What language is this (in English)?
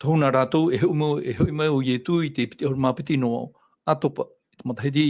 Tahitian